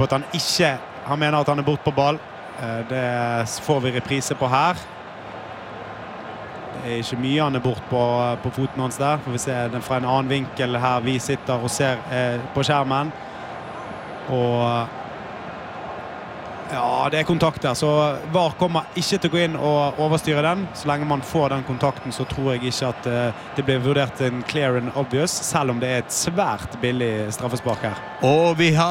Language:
Norwegian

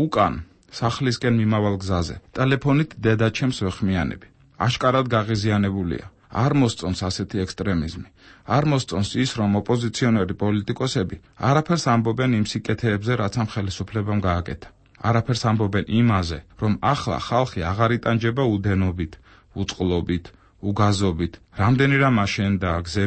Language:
Georgian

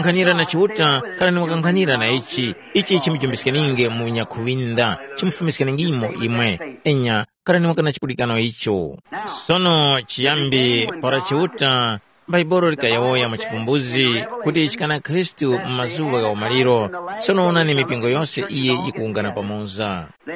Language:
Tumbuka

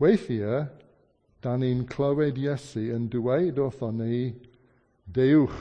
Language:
Welsh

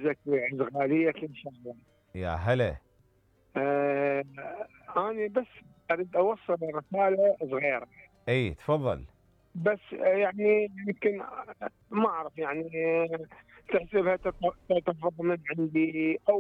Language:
Mesopotamian Arabic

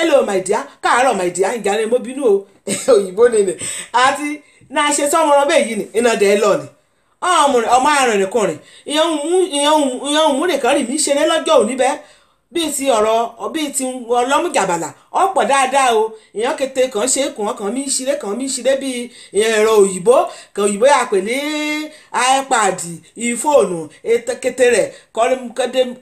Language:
Yoruba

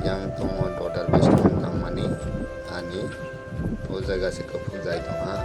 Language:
Kok Borok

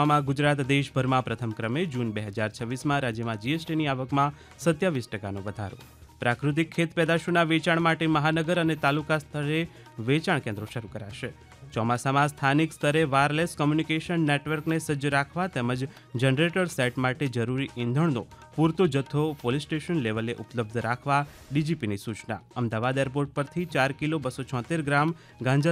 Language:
Gujarati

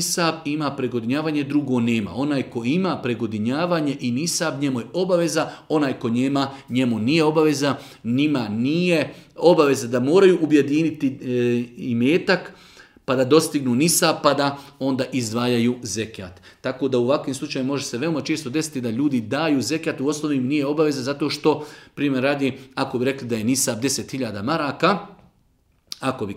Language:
Bosnian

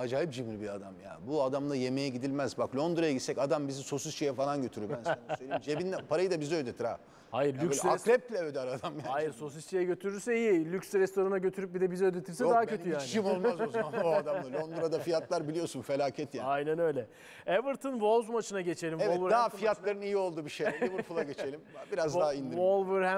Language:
Turkish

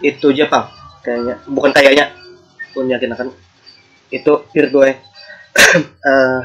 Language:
Banjar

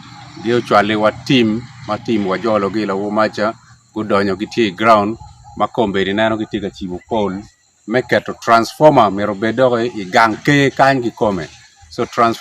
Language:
Acoli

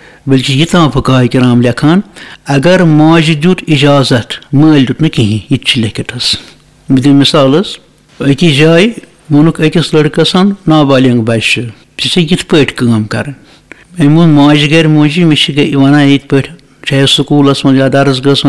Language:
Kashmiri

